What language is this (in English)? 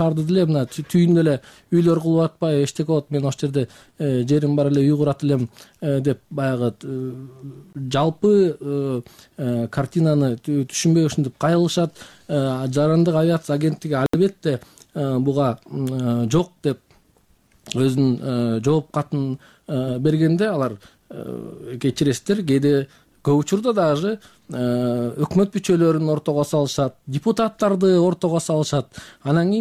Kyrgyz